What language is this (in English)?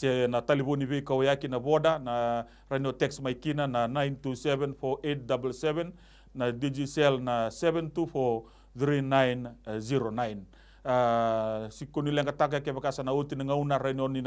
Fijian